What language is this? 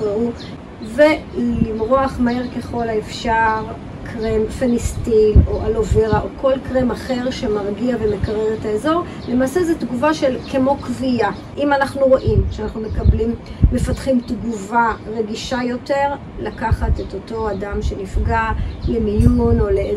Hebrew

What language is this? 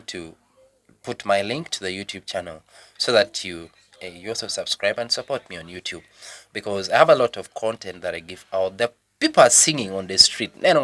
Lango (Uganda)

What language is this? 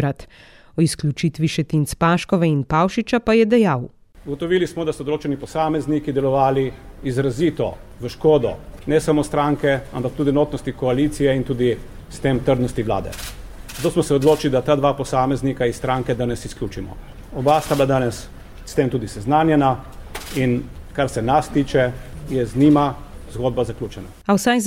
Slovenian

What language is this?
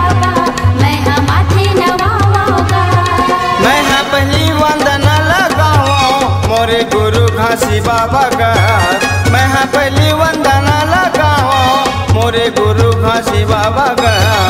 Chhattisgarhi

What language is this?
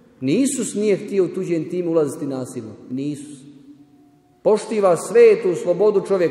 Croatian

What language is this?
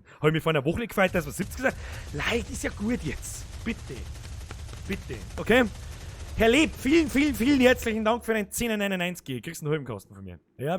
Bavarian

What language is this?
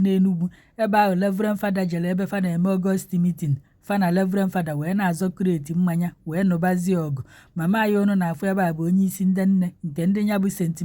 Igbo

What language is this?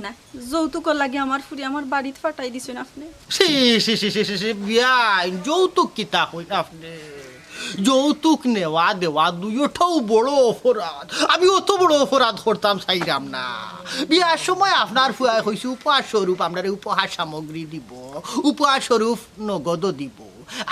Sylheti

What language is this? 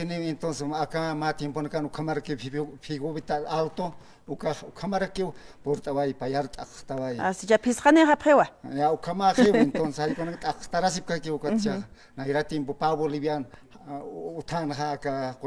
Aymara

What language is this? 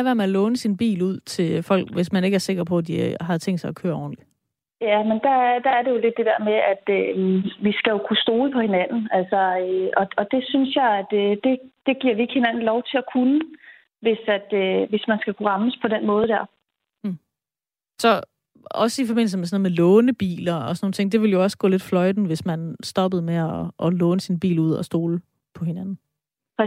Danish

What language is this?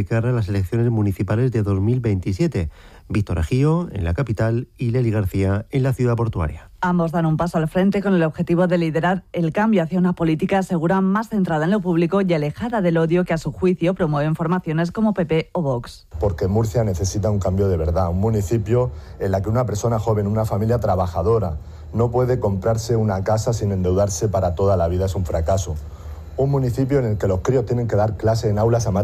Spanish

